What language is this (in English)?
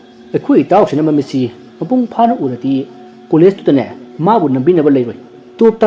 Manipuri